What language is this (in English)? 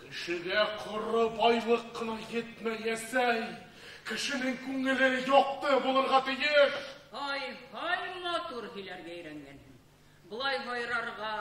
Bashkir